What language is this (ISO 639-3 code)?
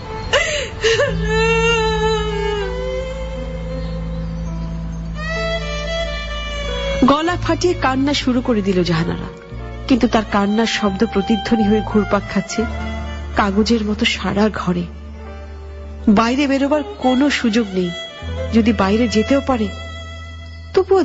ben